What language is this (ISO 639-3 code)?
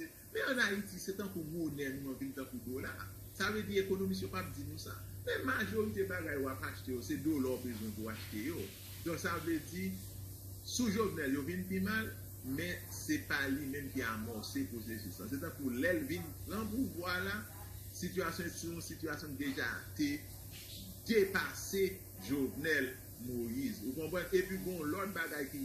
hat